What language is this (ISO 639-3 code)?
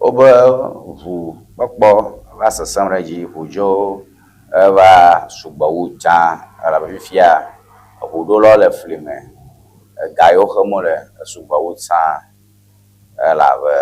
ewe